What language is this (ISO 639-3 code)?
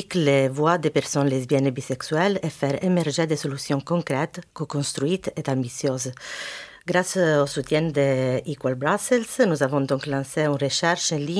fra